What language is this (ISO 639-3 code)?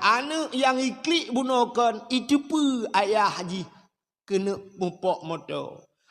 ace